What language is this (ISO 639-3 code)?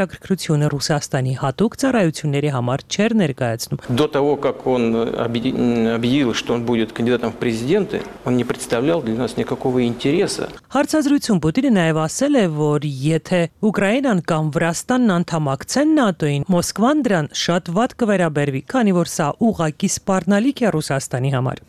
hye